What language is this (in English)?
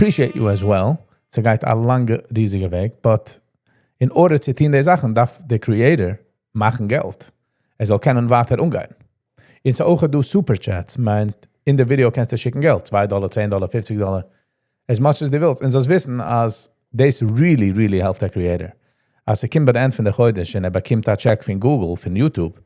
Yiddish